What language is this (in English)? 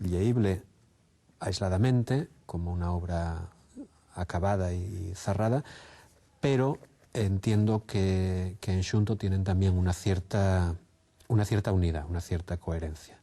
Asturian